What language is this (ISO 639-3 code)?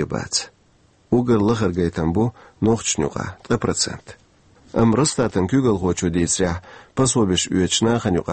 che